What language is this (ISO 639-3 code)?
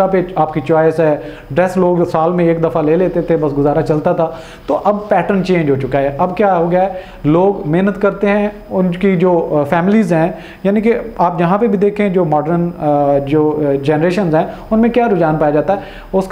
hin